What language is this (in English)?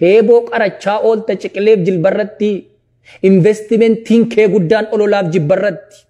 Oromo